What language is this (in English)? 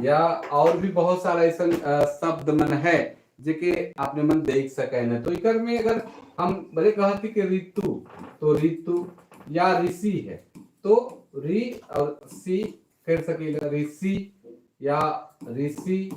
Sadri